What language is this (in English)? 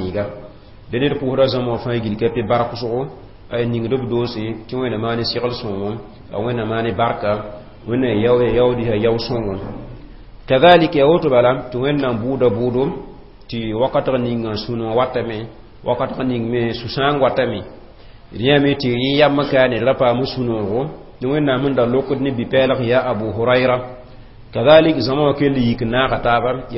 Mossi